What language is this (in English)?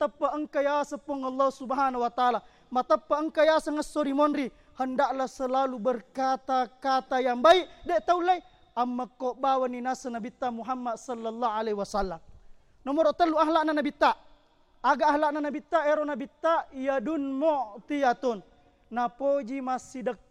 Buginese